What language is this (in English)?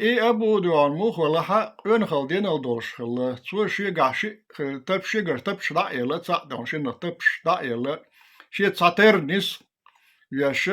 Chechen